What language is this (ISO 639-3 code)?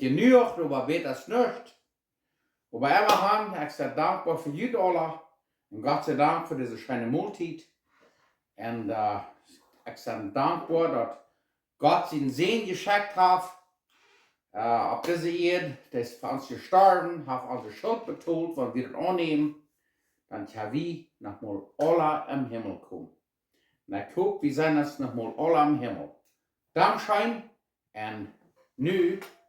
pdt